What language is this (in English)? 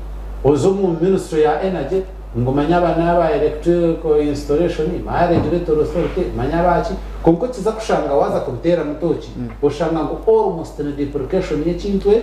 Nyankole